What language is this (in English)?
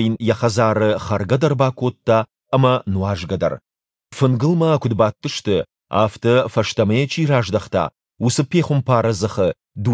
Ossetic